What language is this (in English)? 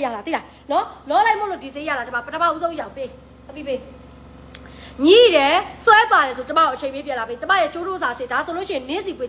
Burmese